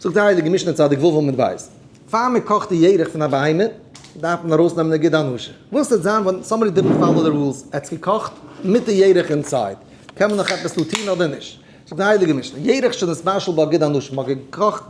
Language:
Yiddish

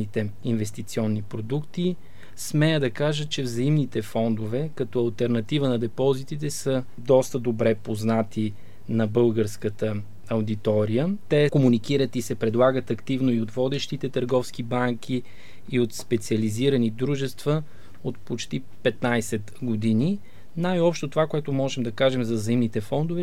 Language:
Bulgarian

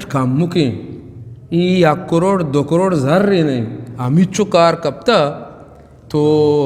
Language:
Eastern Balochi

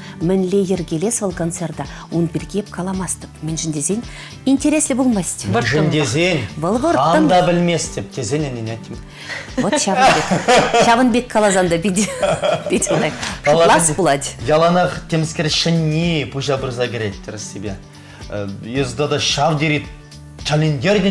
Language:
Chuvash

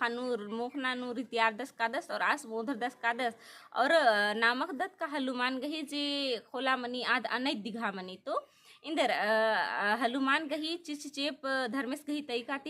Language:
Kurukh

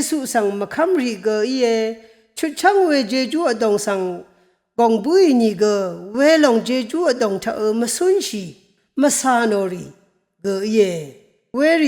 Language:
Rawang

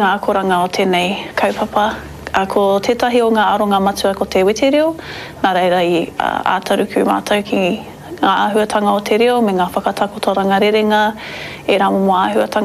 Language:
Māori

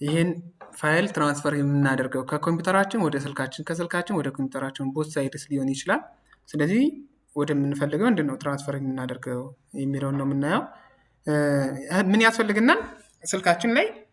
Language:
Amharic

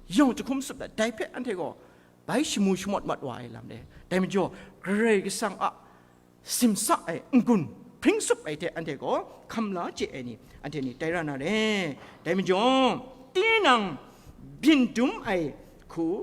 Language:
Kachin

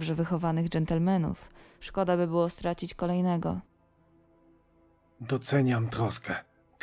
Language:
Polish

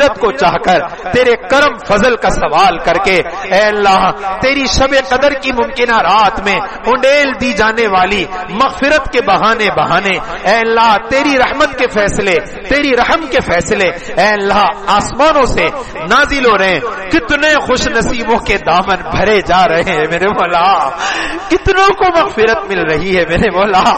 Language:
Urdu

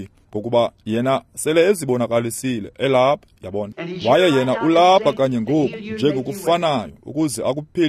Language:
Xhosa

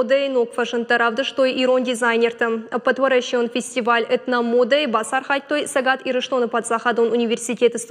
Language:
Ossetic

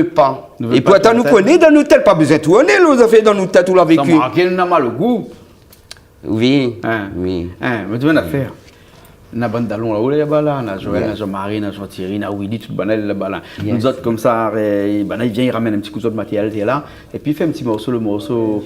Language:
Réunion Creole French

